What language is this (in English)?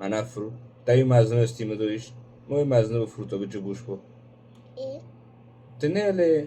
Kurdish